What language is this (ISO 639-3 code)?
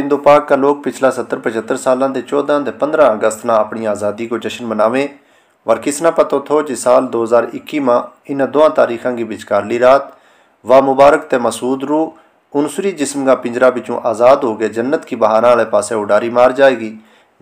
gju